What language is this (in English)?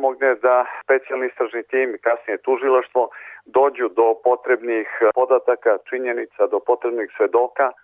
Serbian